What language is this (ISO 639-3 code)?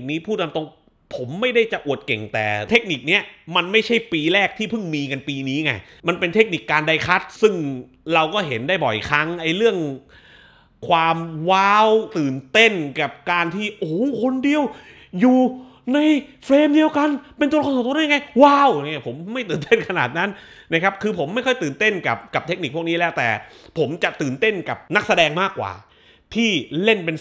tha